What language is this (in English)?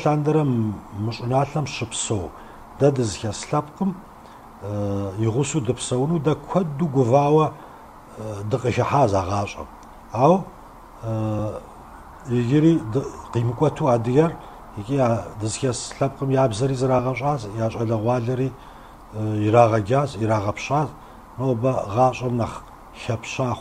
Kabardian